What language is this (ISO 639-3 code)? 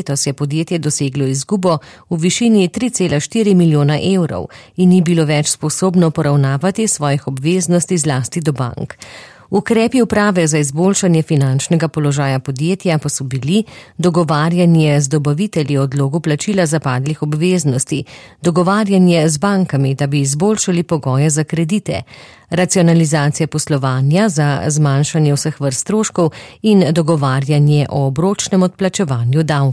slv